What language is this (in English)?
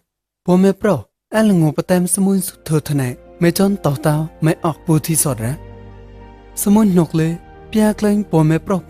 Mon